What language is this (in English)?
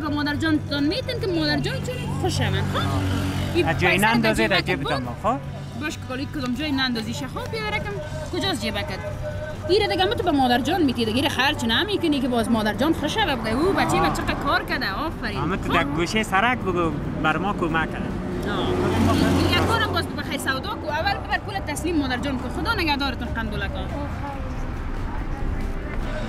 Persian